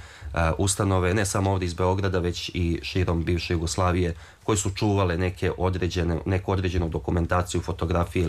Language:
Serbian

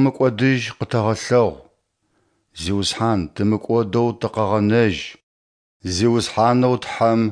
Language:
Adyghe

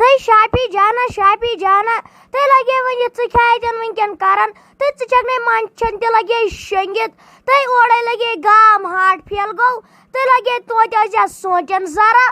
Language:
Kashmiri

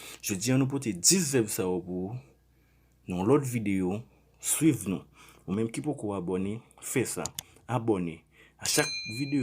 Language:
Haitian Creole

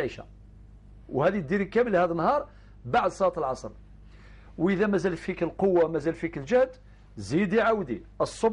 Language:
Algerian Arabic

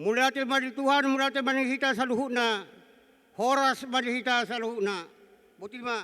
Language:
Batak Toba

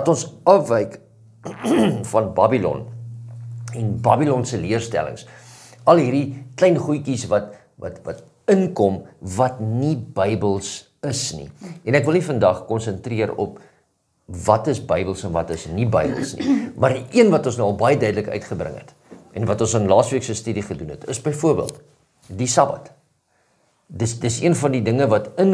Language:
Afrikaans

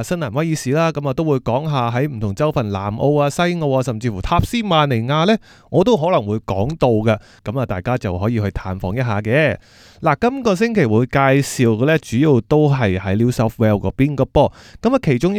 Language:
Cantonese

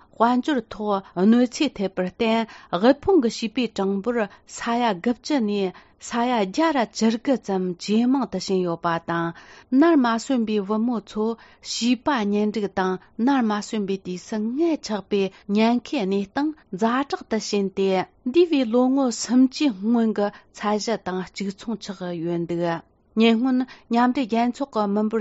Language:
Tibetan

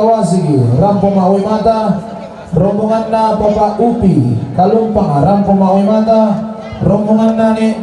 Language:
Toraja-Sa'dan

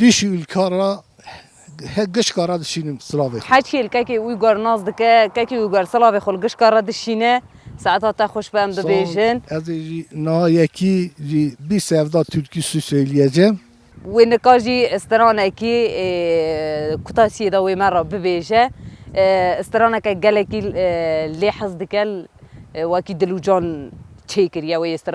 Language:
Kurdish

